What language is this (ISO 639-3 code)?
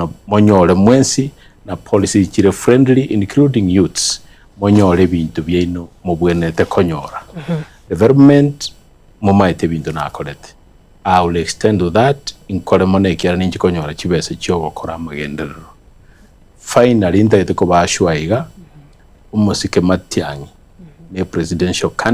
guz